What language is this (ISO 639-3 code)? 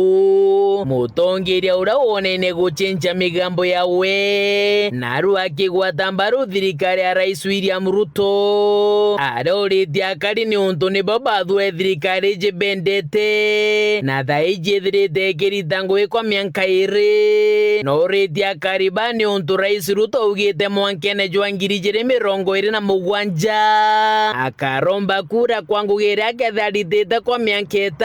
mer